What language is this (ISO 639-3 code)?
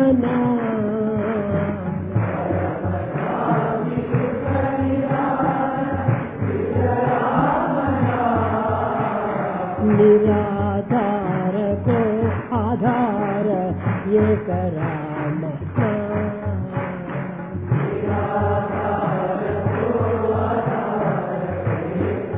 tel